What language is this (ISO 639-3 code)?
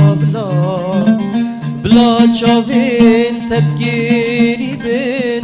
kur